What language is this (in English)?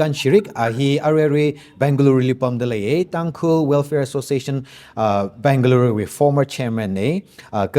Tangkhul Naga (India)